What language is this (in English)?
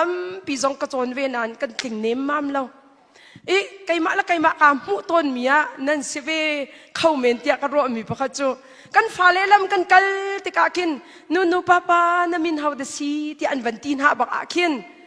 Hakha Chin